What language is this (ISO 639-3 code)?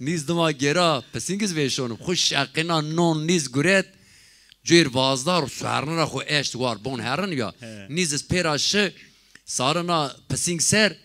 zza